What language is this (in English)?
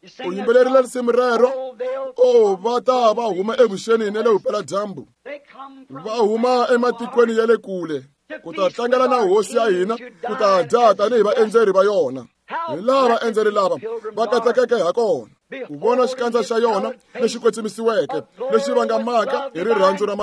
Tsonga